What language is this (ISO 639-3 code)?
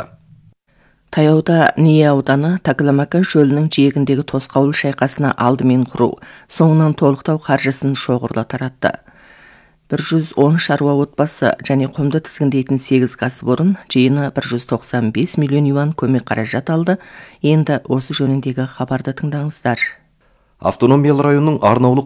kaz